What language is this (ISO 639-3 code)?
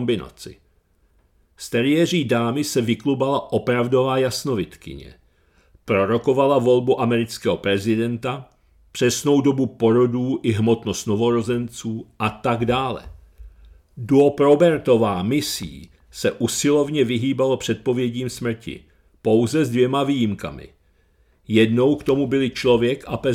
ces